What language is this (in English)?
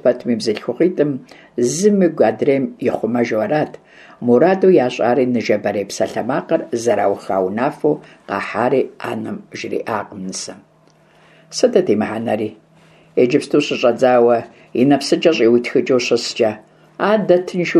Kabardian